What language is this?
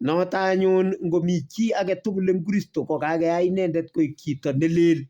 Kalenjin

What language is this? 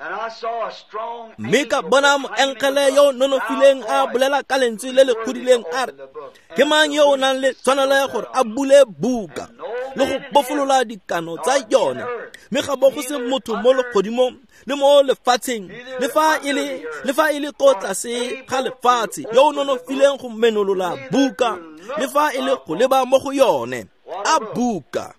Tswana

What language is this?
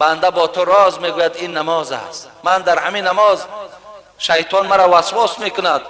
Tajik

